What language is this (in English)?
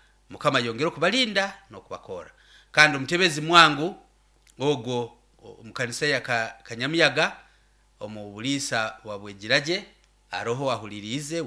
Nyoro